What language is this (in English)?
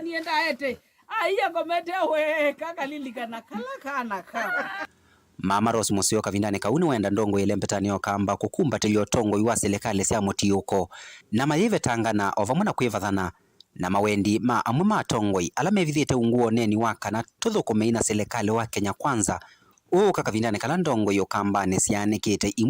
Kamba